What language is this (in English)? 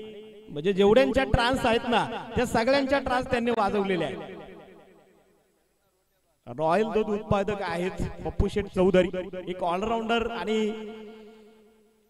Marathi